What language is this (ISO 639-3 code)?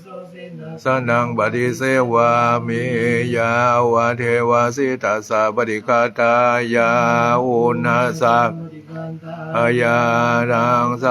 pli